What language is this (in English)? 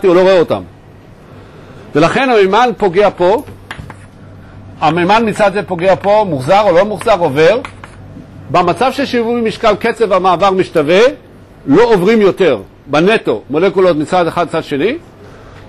Hebrew